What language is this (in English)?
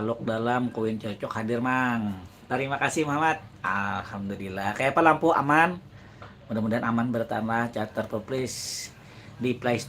Banjar